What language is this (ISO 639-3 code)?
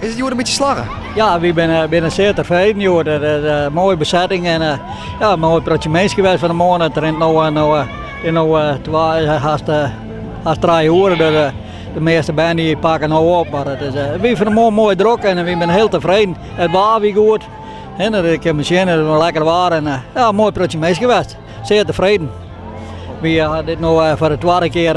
fry